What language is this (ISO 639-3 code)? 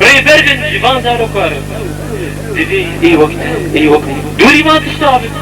kur